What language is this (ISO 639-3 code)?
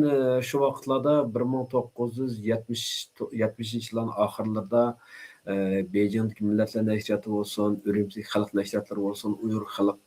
uig